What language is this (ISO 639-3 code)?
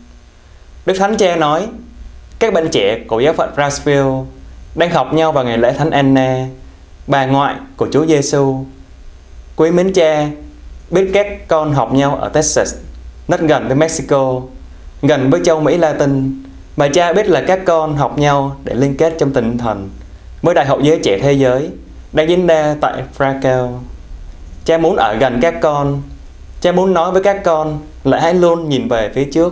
vie